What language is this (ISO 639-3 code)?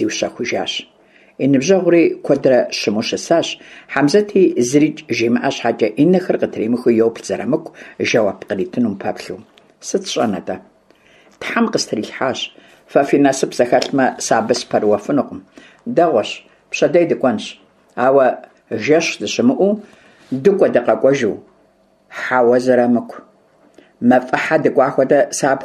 kbd